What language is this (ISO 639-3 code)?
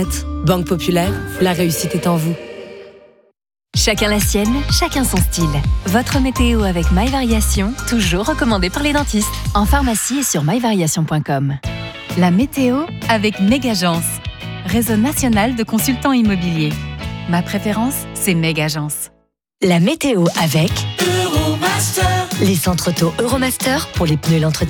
fra